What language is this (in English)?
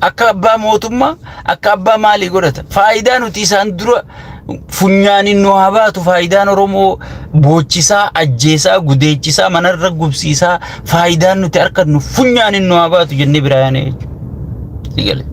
Oromo